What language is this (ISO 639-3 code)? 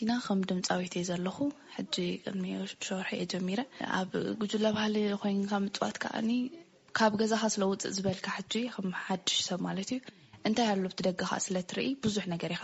tir